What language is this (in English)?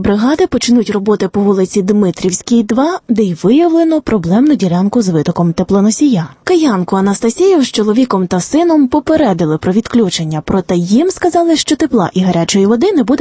Ukrainian